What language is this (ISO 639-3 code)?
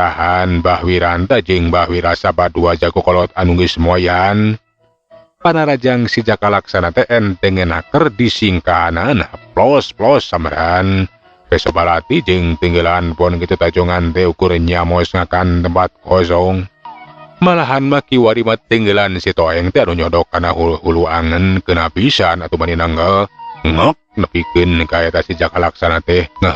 sun